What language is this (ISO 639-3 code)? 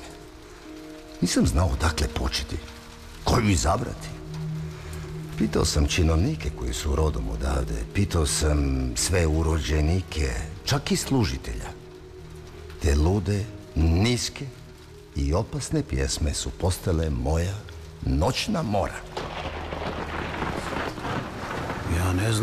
hrv